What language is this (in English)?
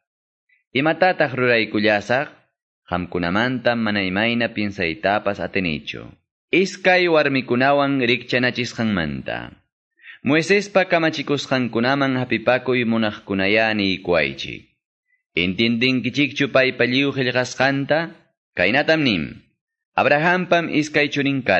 Quechua